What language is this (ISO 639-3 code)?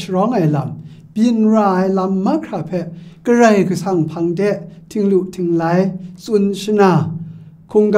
kac